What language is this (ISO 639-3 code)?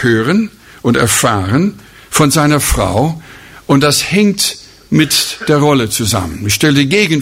deu